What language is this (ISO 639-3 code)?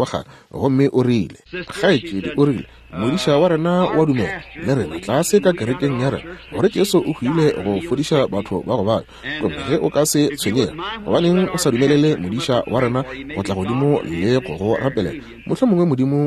nso